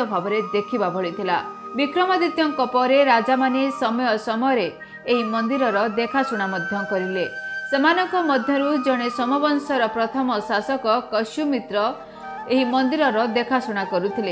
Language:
Odia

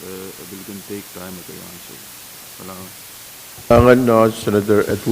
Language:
Pohnpeian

